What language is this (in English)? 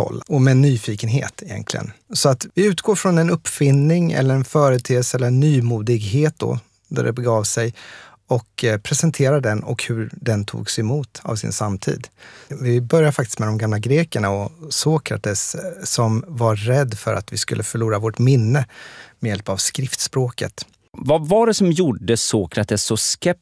Swedish